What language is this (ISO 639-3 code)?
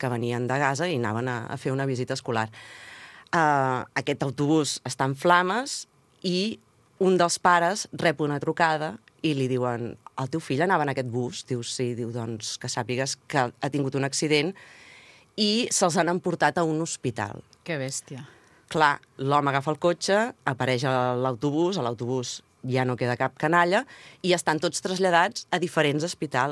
cat